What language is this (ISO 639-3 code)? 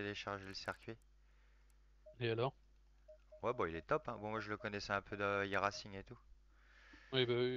fra